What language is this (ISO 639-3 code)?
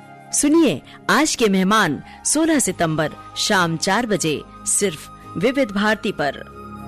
hin